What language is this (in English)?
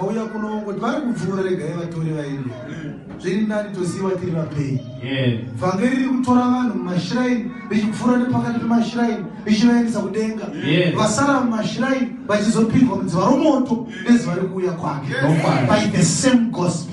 Shona